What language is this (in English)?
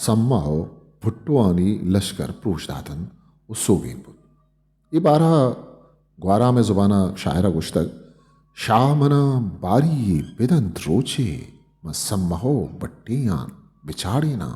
Eastern Balochi